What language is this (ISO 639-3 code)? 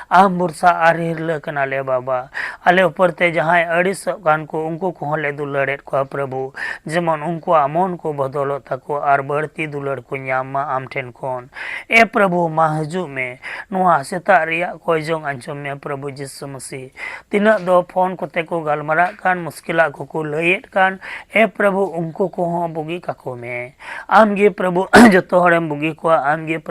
sat